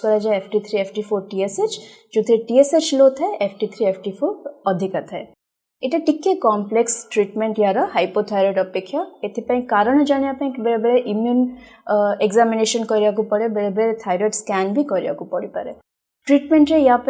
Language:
Odia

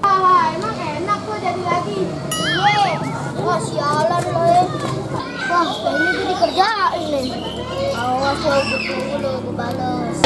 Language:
Betawi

